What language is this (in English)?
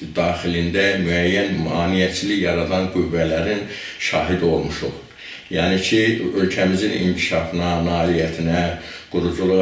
Azerbaijani